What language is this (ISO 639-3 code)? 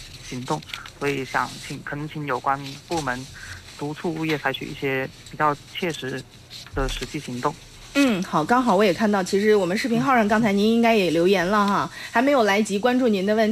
zho